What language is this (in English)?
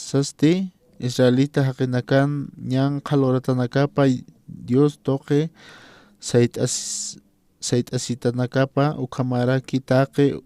Aymara